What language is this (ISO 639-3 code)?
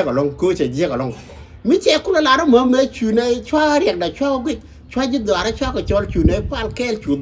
nus